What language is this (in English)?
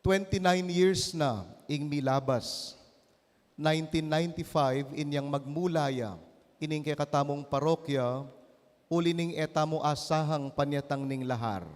Pampanga